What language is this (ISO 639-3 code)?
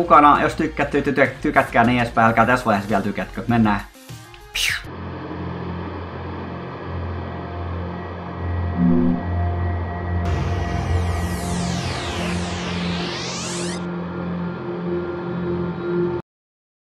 fin